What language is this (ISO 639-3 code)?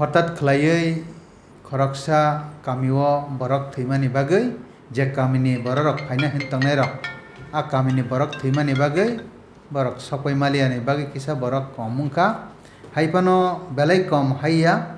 trp